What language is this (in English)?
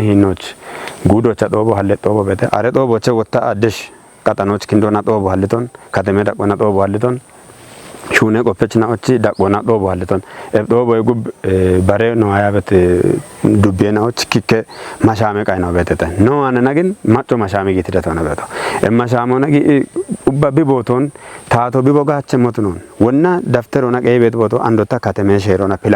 Kafa